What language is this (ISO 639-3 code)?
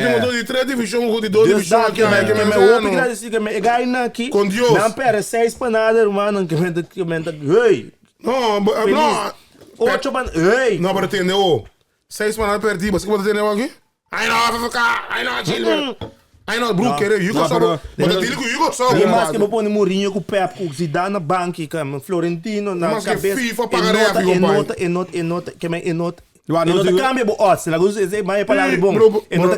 pap